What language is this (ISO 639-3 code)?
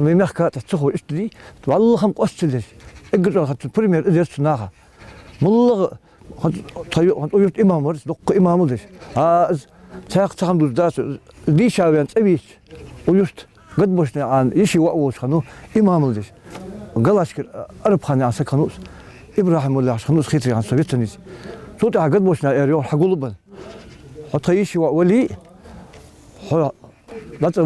inh